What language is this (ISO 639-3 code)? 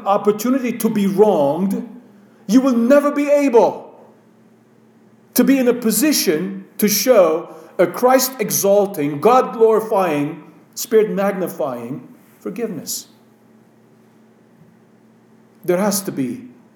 eng